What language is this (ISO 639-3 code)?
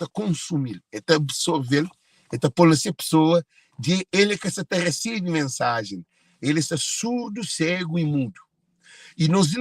kea